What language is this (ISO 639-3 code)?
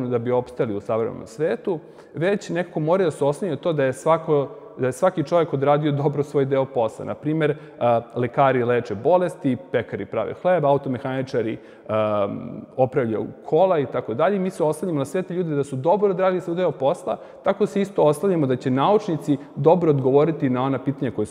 srp